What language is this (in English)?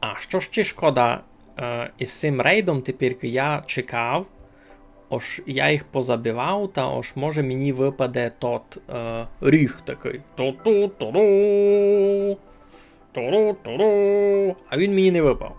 Rusyn